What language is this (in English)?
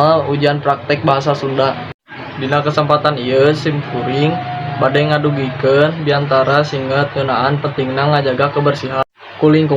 Sundanese